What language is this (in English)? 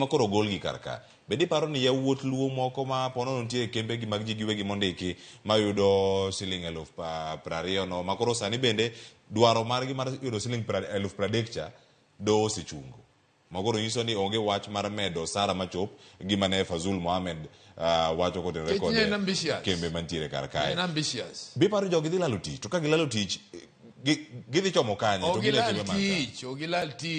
Luo (Kenya and Tanzania)